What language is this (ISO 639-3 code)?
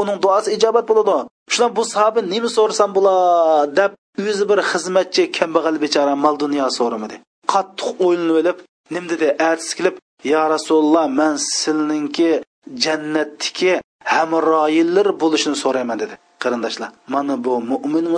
uig